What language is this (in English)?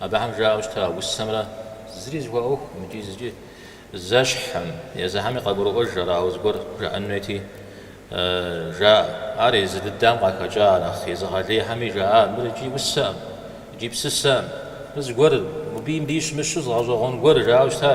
Kabardian